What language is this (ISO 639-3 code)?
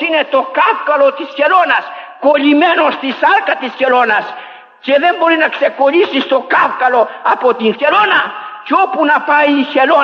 ell